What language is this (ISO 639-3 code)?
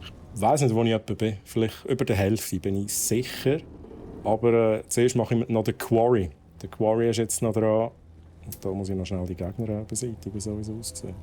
gsw